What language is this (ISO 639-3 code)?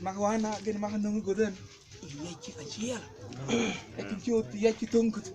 mfz